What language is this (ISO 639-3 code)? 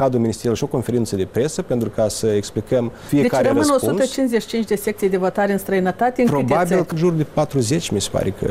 ron